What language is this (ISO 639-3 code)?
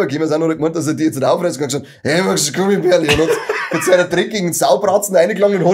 bar